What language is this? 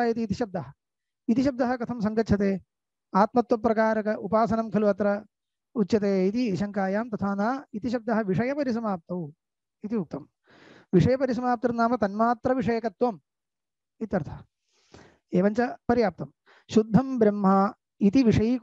Sanskrit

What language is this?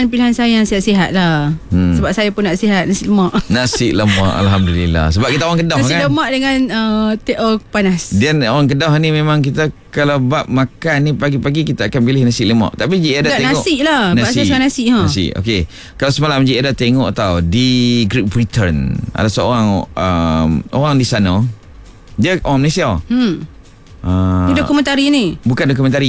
Malay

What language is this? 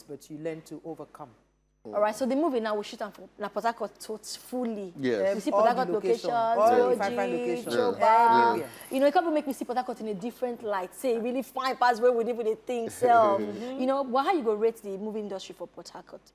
Nigerian Pidgin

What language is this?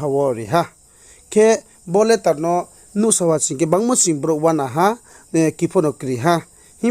Riang (India)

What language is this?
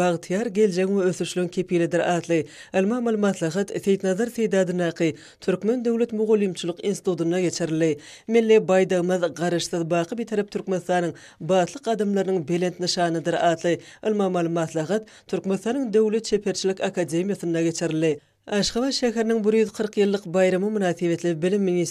Turkmen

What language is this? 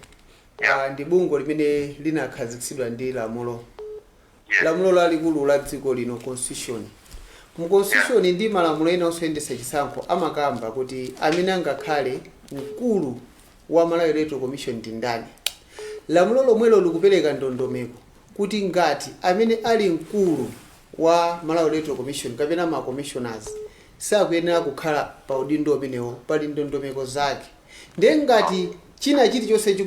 Nyanja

